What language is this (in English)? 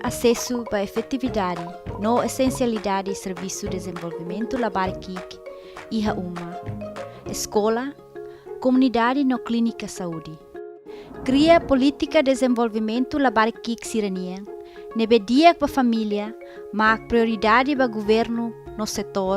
Tetum